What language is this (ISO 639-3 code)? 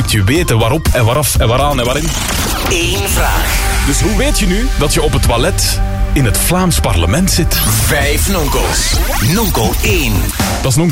nld